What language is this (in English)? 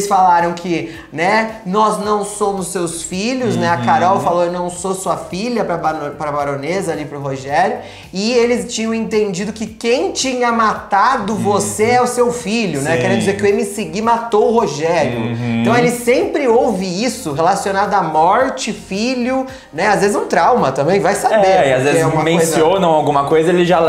Portuguese